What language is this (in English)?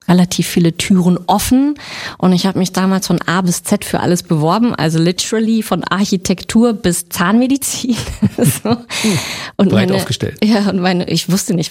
German